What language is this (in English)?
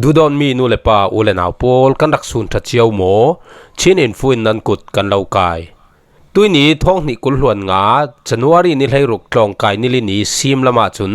Falam Chin